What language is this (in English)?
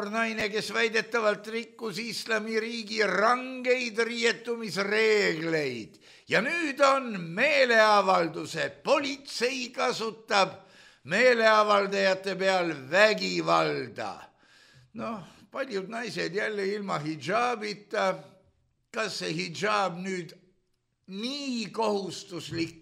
Estonian